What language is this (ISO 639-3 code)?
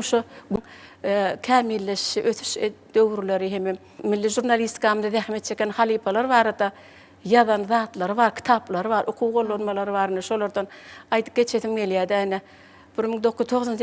tuk